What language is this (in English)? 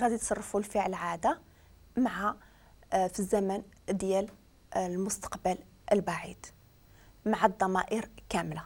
Moroccan Arabic